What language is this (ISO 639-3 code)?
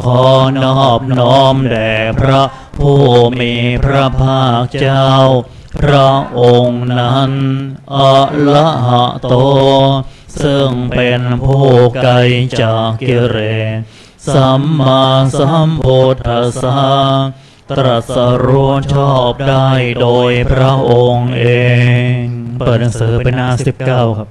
tha